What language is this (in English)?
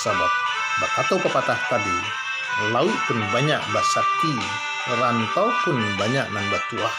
Minangkabau